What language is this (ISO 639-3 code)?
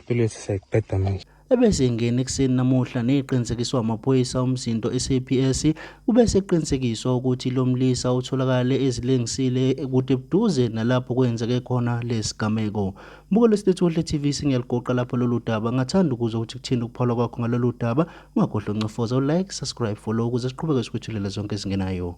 zul